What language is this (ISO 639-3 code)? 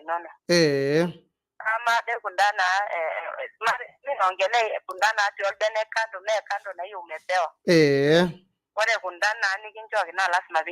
mas